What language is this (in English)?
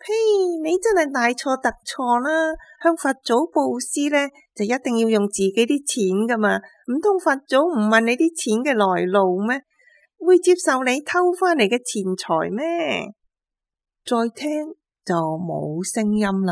Cantonese